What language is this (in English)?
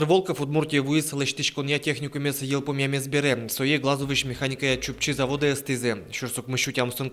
Udmurt